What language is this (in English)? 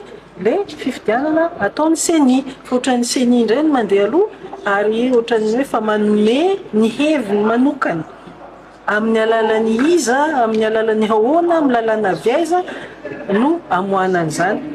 Malagasy